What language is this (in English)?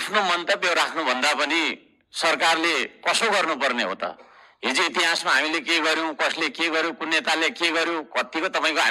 Nepali